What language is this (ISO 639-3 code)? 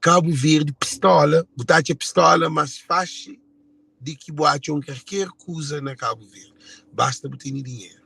kea